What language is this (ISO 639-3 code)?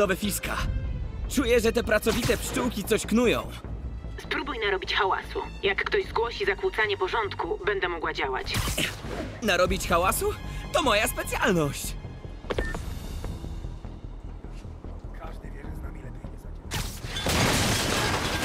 pol